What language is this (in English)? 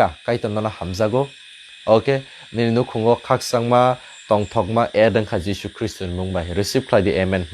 Kok Borok